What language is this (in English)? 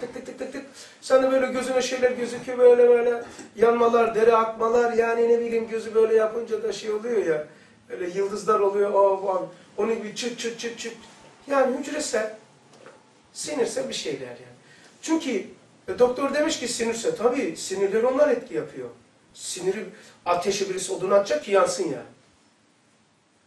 Turkish